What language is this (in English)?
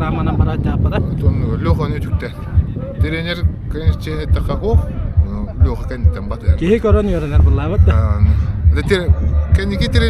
Yakut